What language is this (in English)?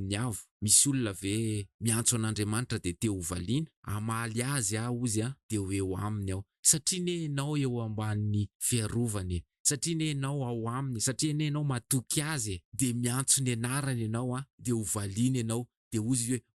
Malagasy